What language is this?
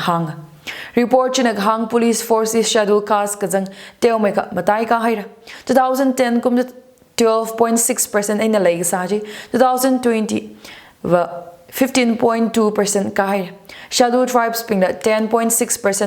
Tangkhul Naga (India)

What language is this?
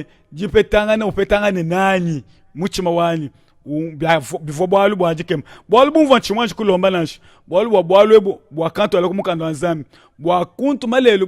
Luba-Lulua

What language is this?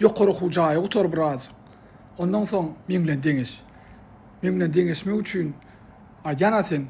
Turkmen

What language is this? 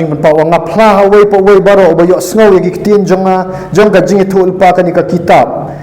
Khasi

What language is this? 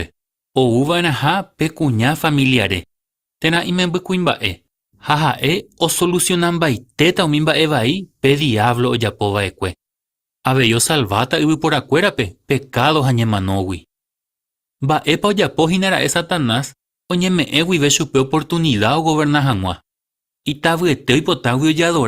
Guarani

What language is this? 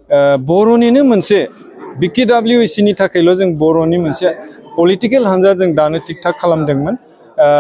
Bodo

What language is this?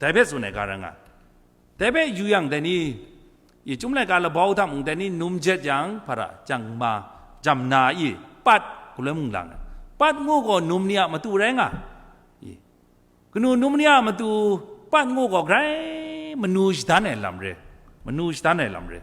Kachin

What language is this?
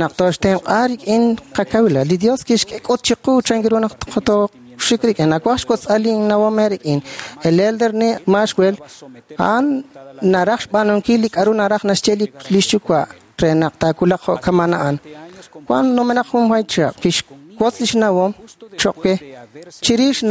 Kekchí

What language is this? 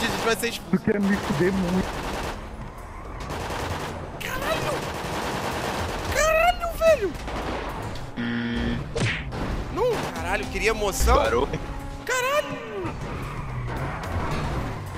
Portuguese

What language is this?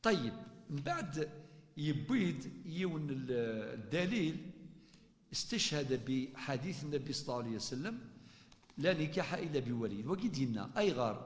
Kabyle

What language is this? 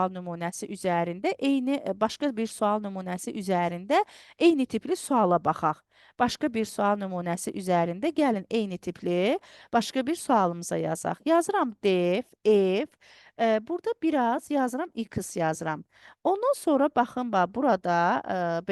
Azerbaijani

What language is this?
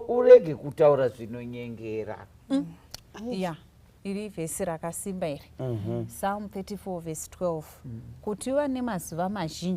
Shona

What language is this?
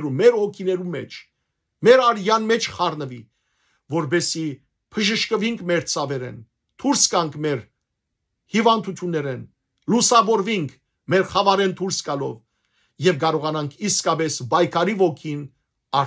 Western Armenian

